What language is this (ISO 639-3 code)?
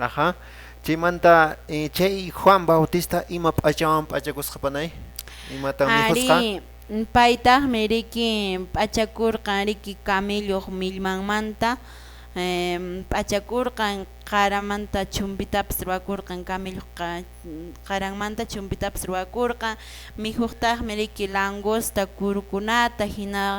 que